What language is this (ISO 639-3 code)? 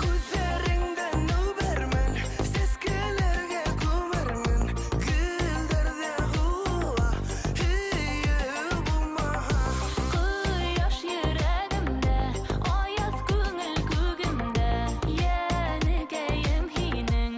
bak